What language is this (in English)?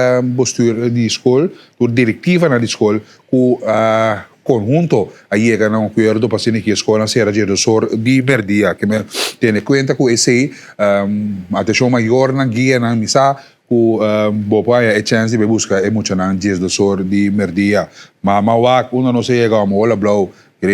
Papiamento